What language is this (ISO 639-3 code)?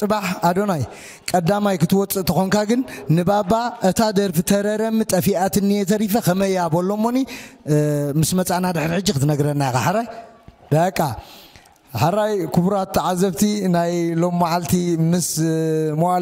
tir